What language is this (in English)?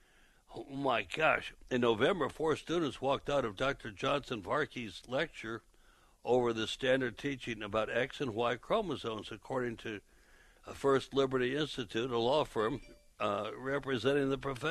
English